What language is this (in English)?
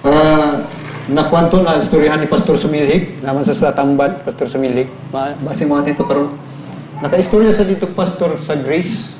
Cebuano